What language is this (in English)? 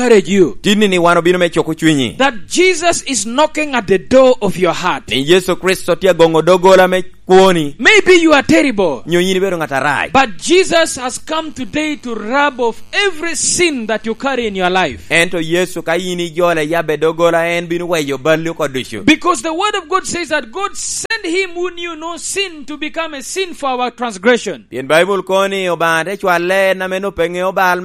Lango (Uganda)